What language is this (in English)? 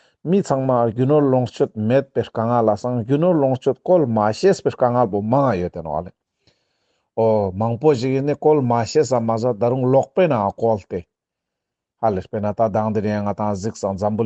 Ladakhi